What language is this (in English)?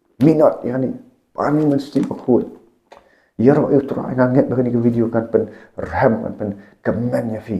Khasi